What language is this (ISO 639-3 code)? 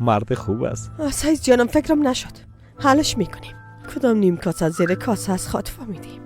fas